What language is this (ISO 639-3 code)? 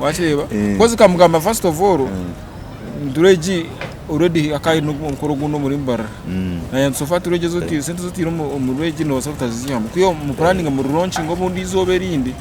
nyn